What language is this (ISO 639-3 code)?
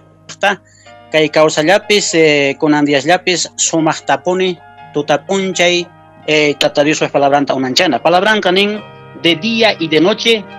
que